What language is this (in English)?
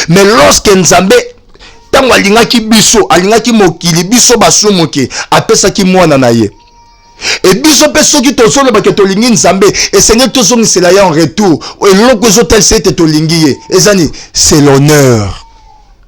Lingala